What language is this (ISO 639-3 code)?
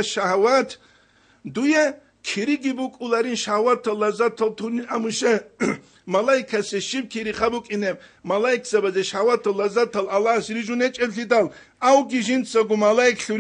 ava